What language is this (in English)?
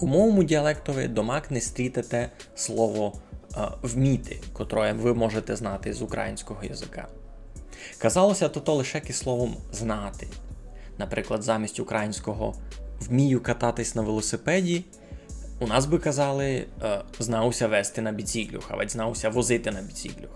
Rusyn